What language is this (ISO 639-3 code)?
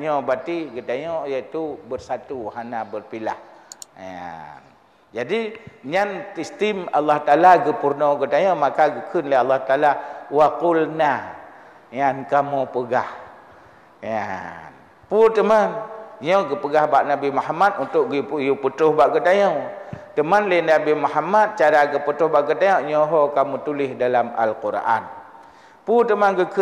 ace